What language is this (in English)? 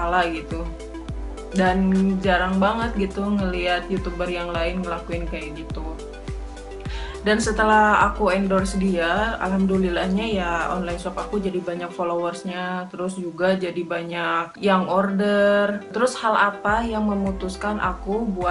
Indonesian